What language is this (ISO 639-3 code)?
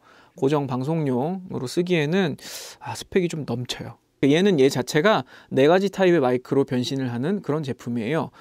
kor